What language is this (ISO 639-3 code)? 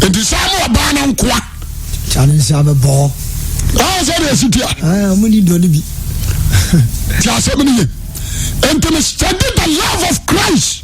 aka